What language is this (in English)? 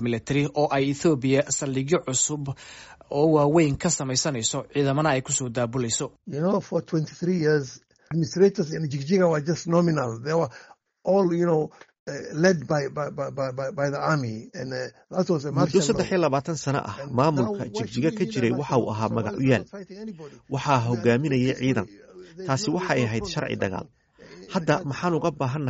Somali